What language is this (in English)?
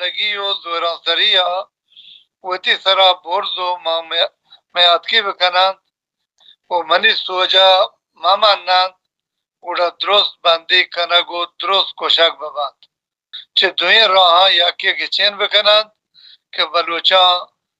Baluchi